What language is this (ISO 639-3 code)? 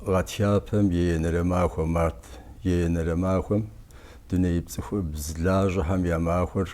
kbd